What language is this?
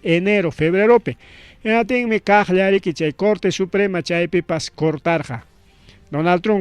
Ayacucho Quechua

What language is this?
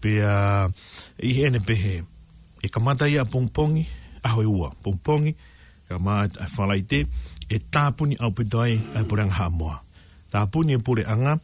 Tongan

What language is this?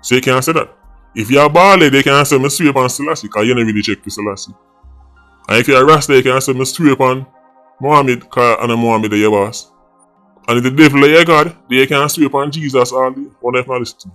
Jamaican Creole English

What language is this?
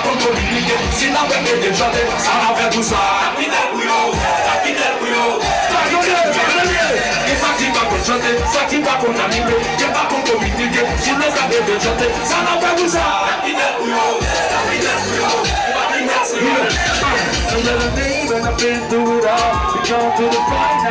Haitian Creole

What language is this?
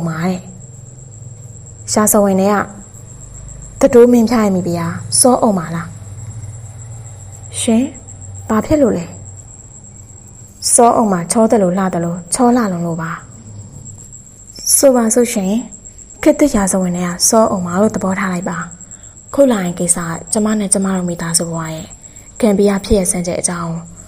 Burmese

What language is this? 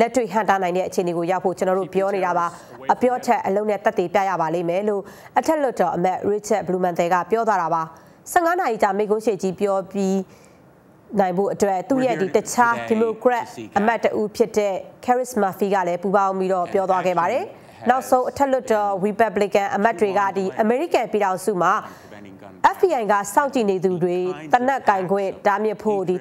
Burmese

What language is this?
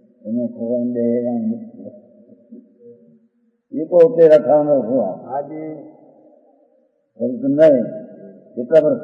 Gujarati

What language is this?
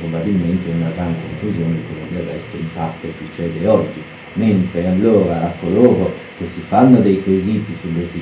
Italian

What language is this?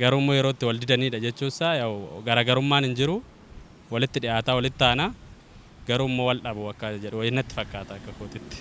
Oromo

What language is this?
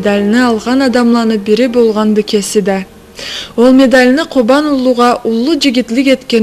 Karachay-Balkar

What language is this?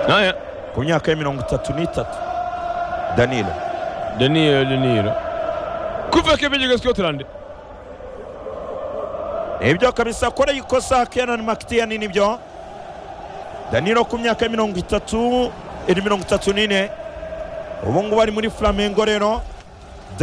Kinyarwanda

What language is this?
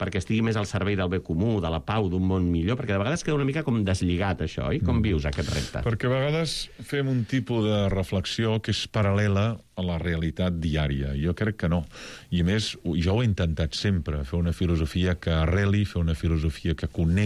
Catalan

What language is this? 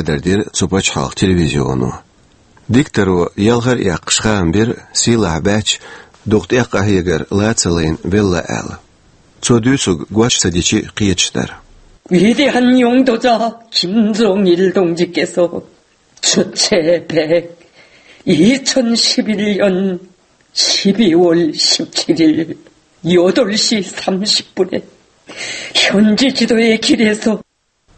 Chechen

